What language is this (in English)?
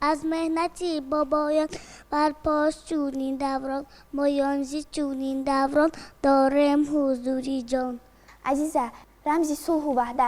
Tajik